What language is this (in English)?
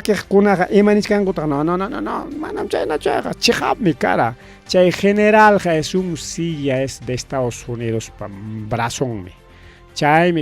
Ayacucho Quechua